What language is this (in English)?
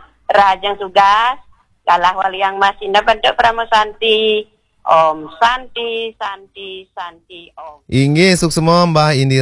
Balinese